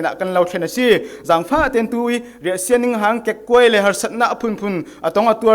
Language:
Falam Chin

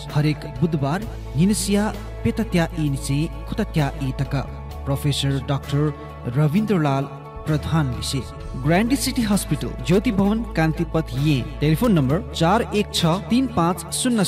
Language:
Newari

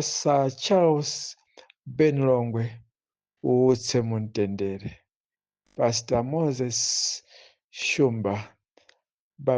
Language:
Nyanja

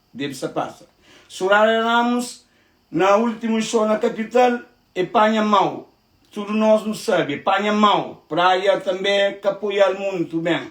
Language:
Kabuverdianu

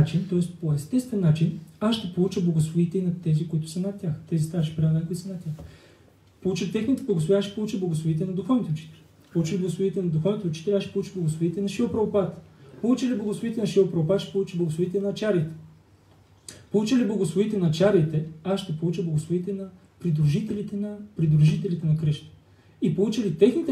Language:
Bulgarian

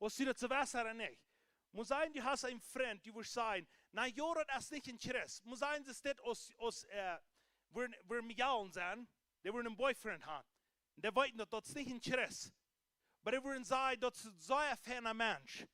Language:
Plautdietsch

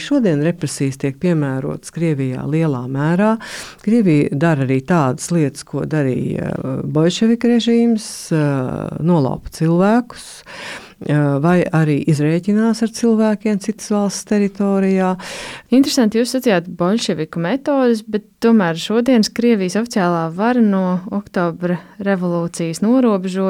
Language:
Latvian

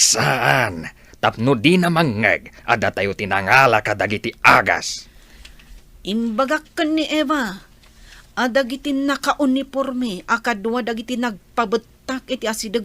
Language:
Iloko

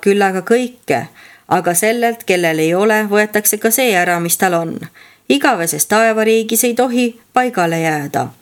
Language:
Estonian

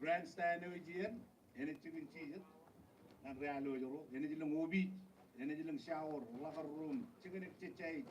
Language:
Marshallese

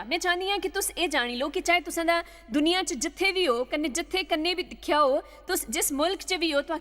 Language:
Dogri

